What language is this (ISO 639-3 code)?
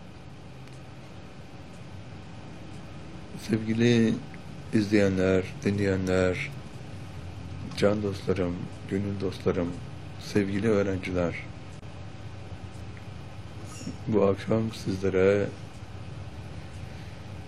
tur